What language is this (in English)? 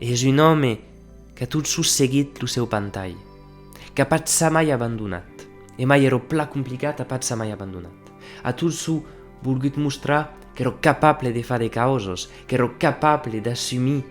Occitan